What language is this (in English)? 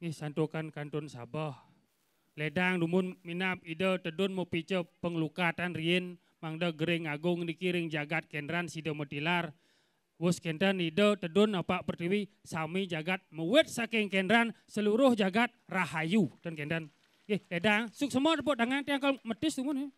Balinese